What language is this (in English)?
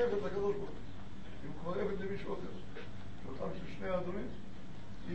Hebrew